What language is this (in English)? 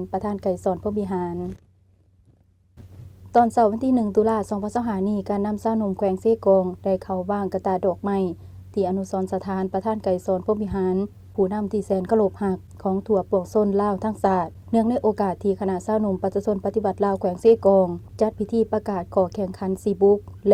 Lao